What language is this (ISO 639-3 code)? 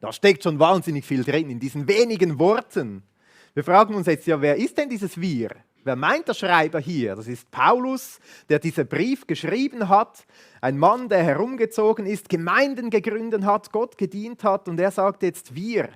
gsw